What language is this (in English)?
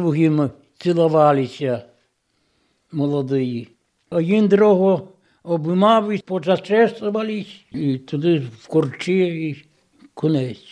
Ukrainian